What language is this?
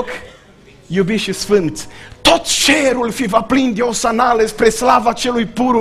Romanian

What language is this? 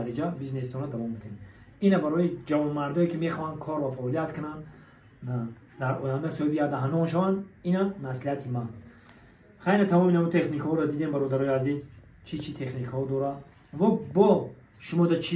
Tajik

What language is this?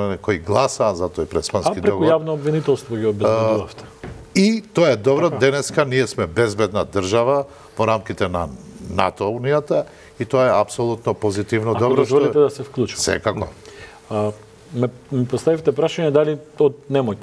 Macedonian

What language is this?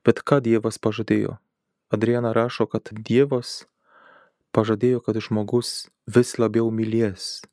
Lithuanian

